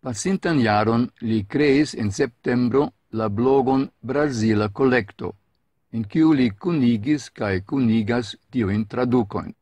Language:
Esperanto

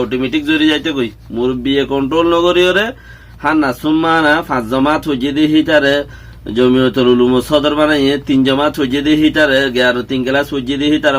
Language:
Rohingya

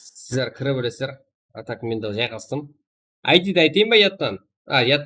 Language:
Kara-Kalpak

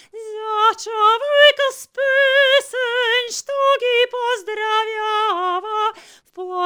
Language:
Bulgarian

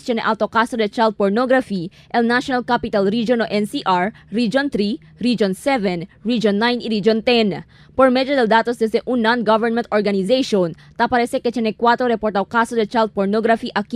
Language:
Chavacano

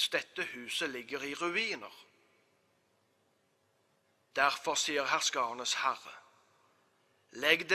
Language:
Norwegian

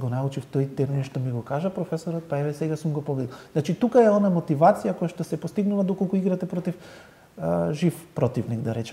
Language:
Macedonian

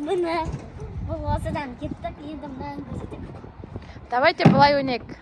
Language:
Kazakh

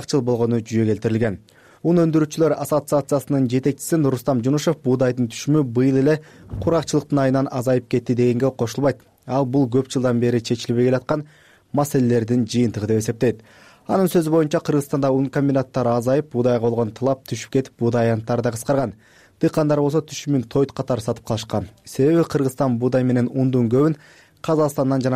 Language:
Kyrgyz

